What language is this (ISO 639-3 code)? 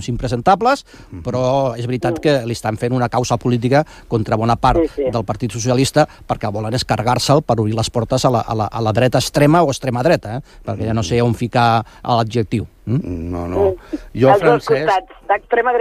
cat